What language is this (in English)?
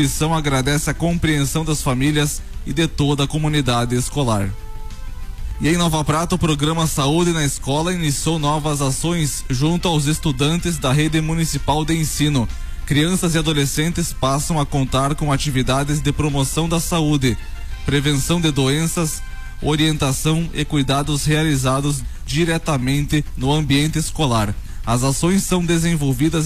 Portuguese